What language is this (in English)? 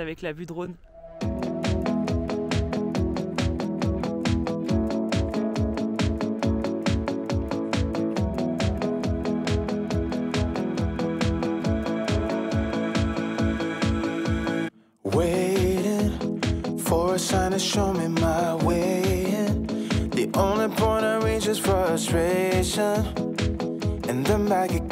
French